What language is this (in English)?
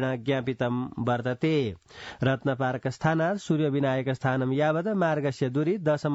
Sanskrit